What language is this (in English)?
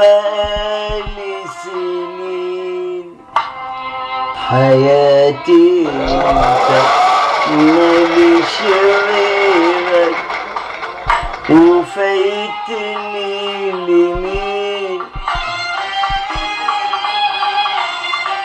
Egyptian Arabic